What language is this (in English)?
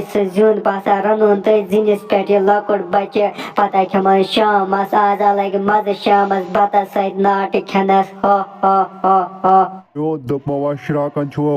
Kashmiri